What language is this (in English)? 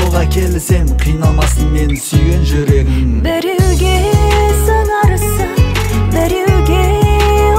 Kazakh